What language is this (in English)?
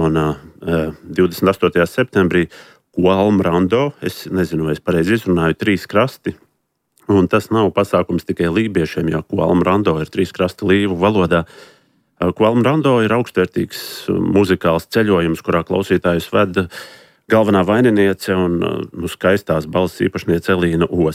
Latvian